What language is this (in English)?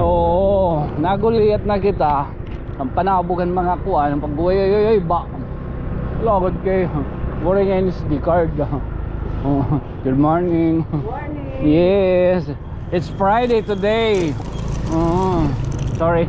Waray